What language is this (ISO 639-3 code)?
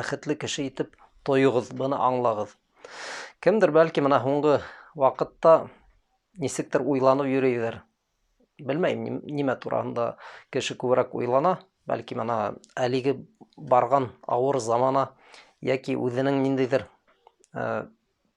bak